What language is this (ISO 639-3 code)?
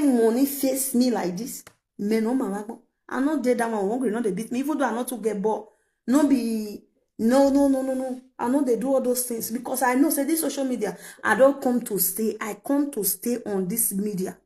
pcm